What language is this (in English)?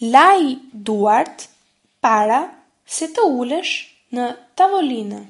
Albanian